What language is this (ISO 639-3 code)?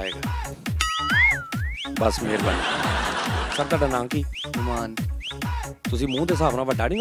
pan